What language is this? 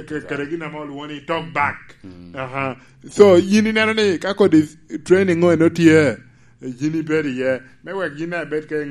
Lango (Uganda)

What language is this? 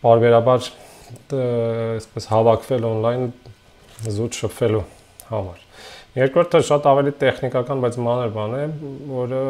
Armenian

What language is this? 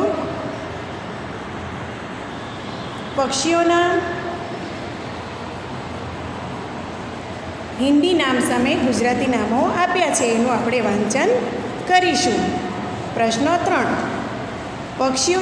Gujarati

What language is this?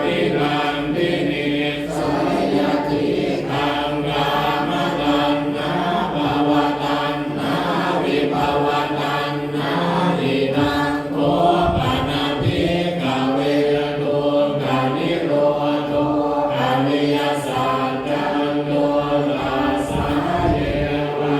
Pali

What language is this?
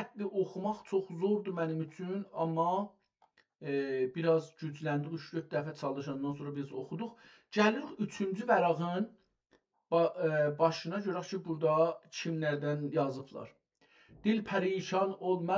South Azerbaijani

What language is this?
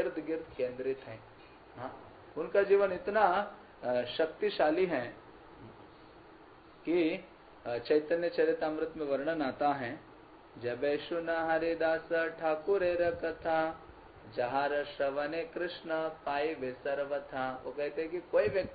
Hindi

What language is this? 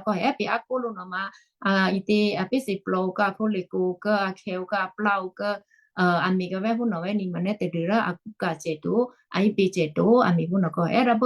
Western Kayah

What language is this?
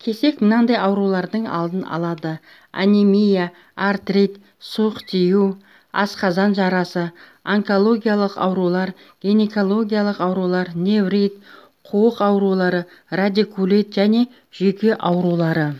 Kazakh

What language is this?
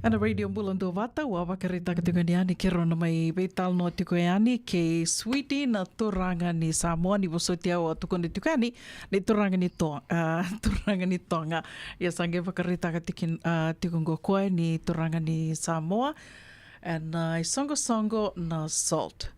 Fijian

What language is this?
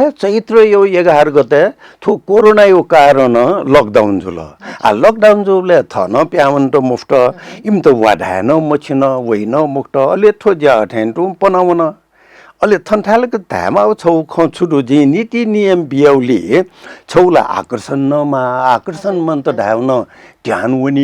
Newari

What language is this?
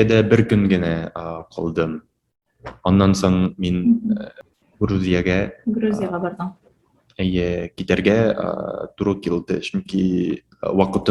Tatar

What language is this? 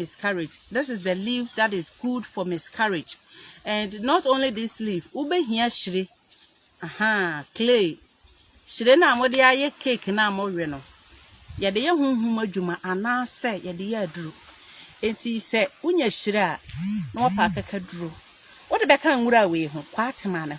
Akan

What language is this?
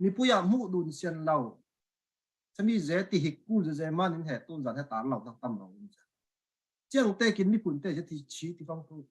Falam Chin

